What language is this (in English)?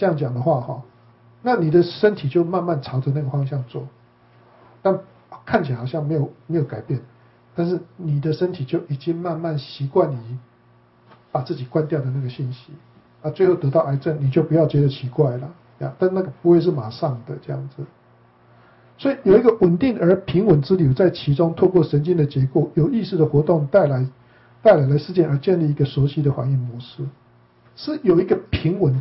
Chinese